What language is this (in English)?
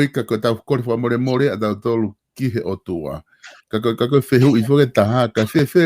Tongan